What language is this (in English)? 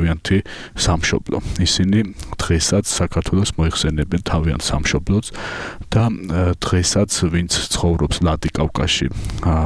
Georgian